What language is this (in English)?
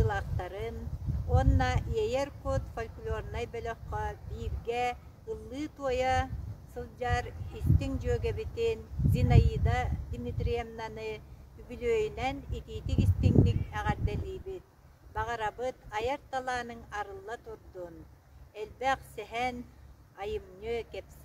Yakut